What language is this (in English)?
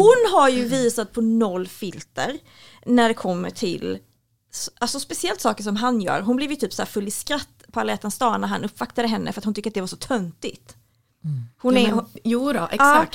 Swedish